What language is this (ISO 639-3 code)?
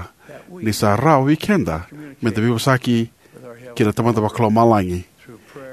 fij